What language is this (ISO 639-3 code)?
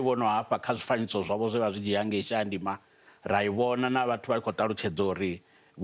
ven